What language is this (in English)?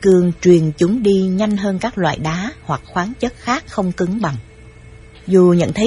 Vietnamese